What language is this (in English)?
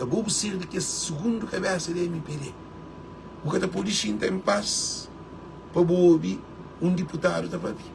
Kabuverdianu